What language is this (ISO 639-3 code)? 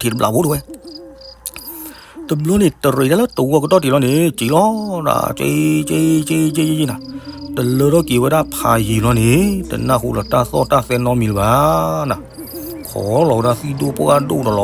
ksw